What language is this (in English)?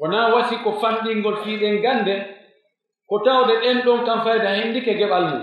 Pular